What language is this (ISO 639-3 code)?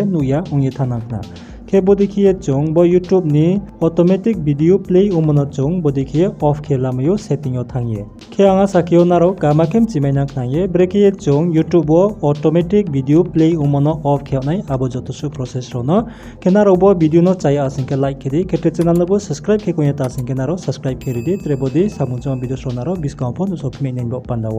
ria